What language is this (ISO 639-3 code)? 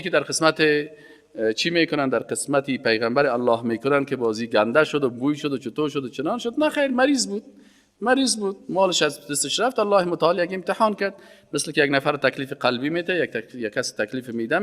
fas